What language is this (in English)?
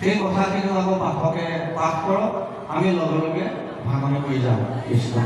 Assamese